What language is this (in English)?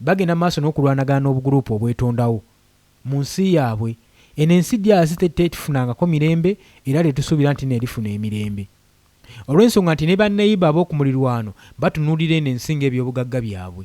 Ganda